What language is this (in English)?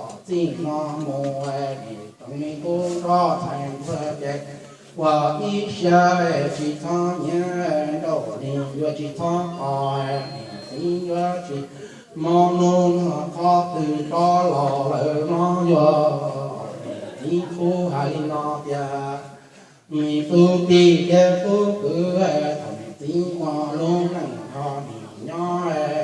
Hmong